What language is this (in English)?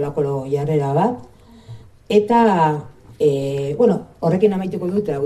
Basque